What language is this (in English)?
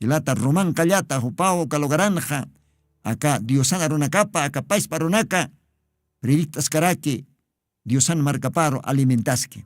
Aymara